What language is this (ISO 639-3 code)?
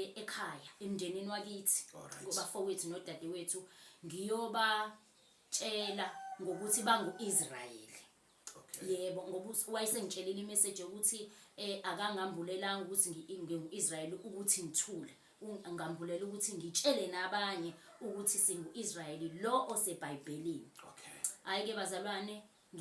zul